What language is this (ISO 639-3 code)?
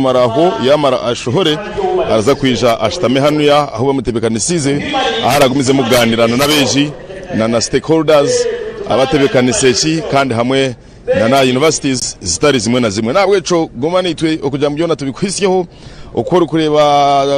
nyn